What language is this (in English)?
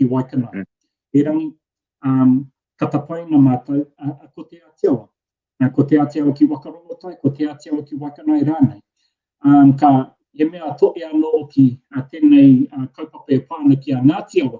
Māori